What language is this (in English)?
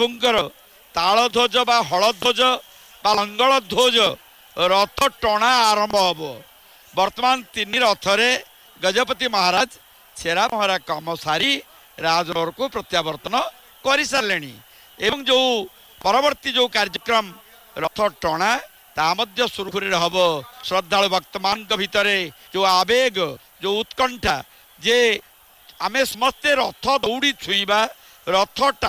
Odia